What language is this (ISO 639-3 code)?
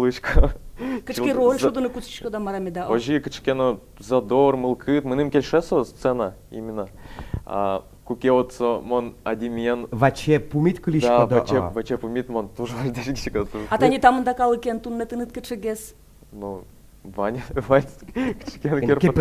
udm